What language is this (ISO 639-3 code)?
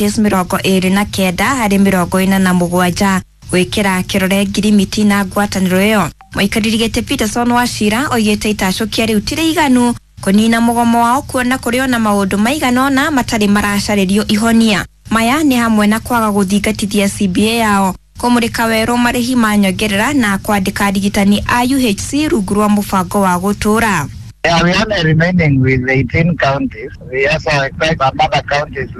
kik